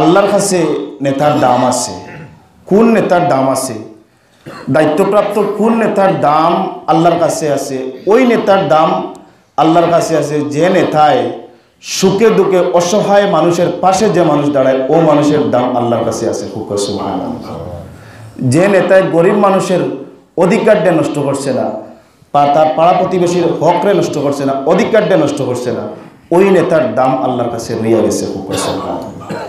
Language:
Sylheti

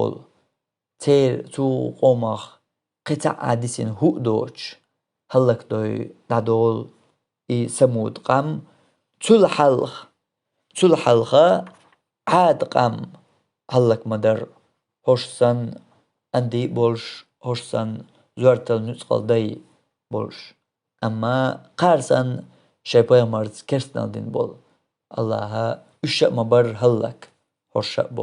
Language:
Chechen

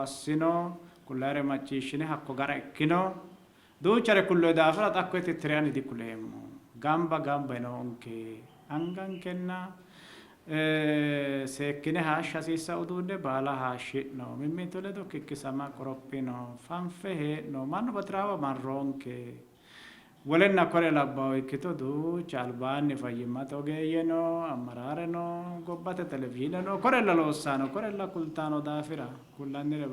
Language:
Sidamo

